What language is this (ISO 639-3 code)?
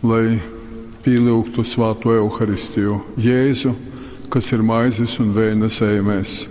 ltg